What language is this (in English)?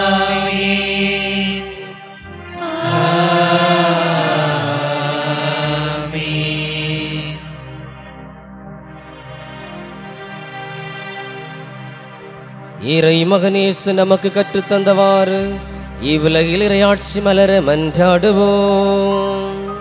Tamil